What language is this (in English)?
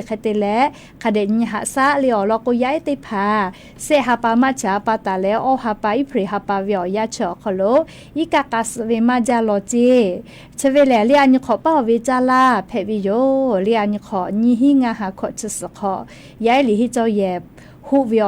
Lahu